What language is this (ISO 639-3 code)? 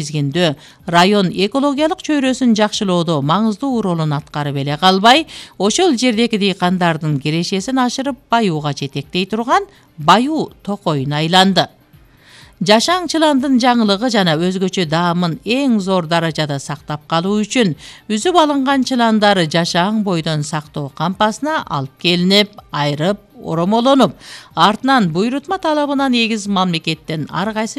kir